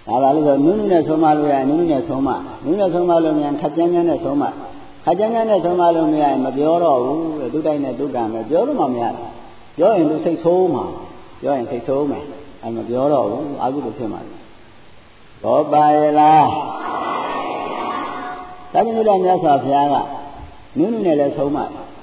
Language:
Burmese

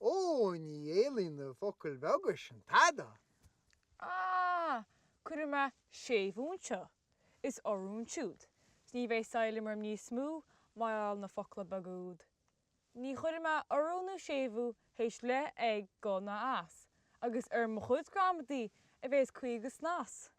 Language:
Irish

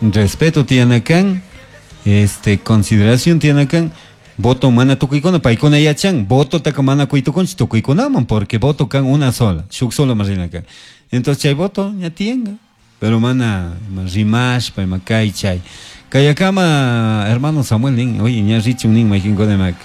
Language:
Chimborazo Highland Quichua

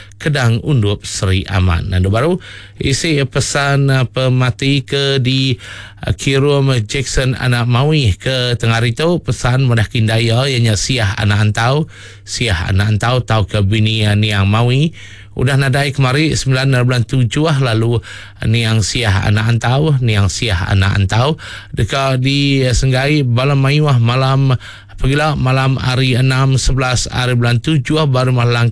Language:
Iban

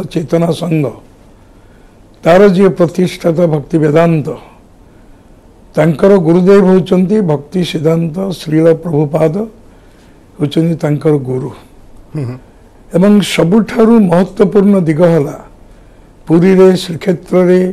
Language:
Odia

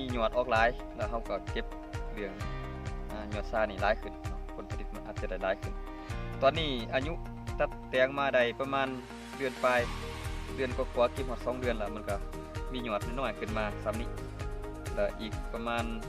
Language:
Lao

